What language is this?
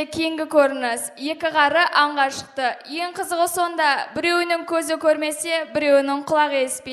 Kara-Kalpak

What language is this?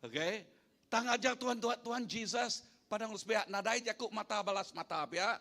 Iban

